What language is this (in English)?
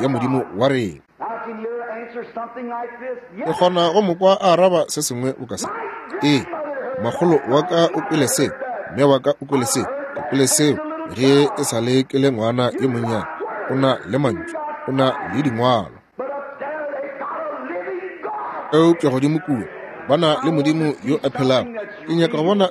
Northern Sotho